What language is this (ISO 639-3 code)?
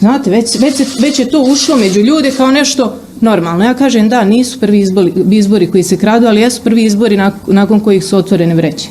bos